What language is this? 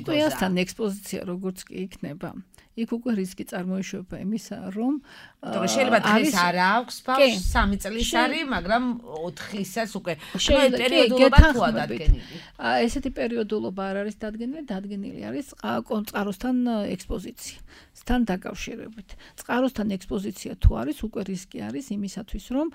Georgian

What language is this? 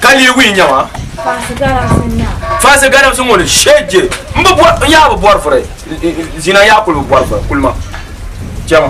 Dagbani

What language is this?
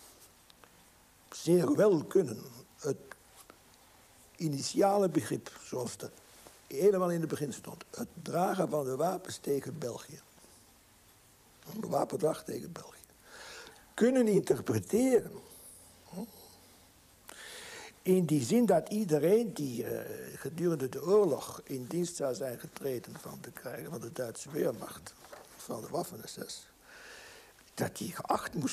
Dutch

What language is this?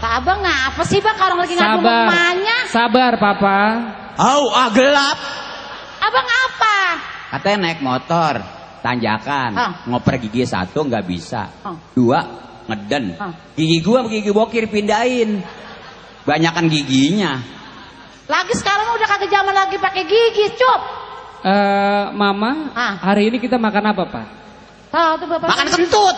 Betawi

